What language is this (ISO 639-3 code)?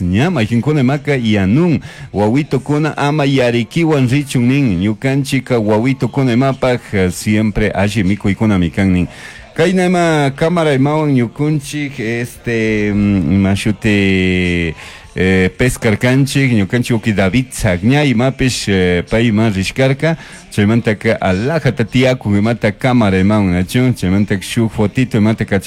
qug